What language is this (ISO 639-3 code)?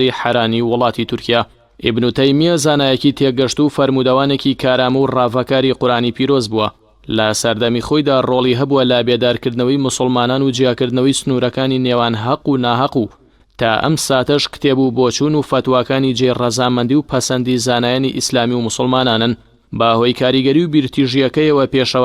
ckb